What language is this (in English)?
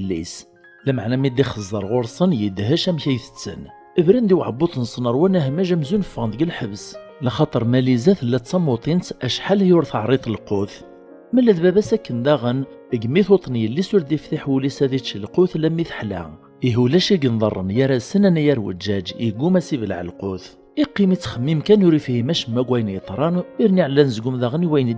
Kabyle